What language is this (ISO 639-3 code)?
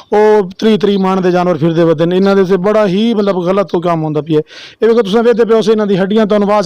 lah